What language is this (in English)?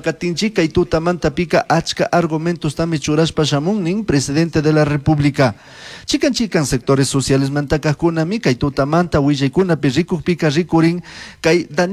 Chimborazo Highland Quichua